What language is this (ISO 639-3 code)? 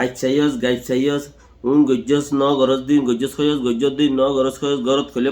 rhg